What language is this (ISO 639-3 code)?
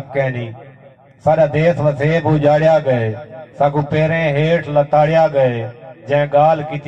skr